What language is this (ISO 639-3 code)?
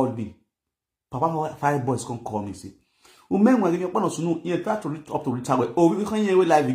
pcm